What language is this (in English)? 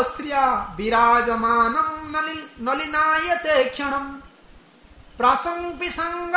Odia